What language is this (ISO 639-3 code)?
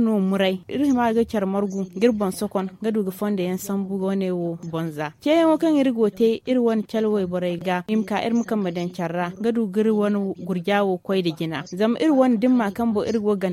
dje